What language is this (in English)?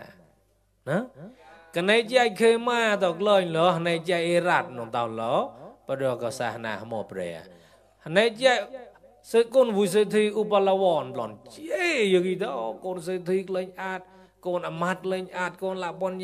Mon